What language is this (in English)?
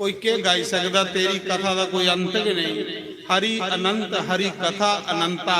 Dogri